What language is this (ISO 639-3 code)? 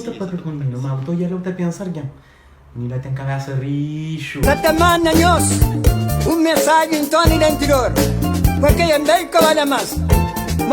kea